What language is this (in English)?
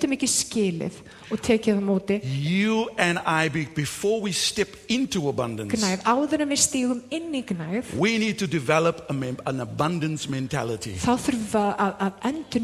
Icelandic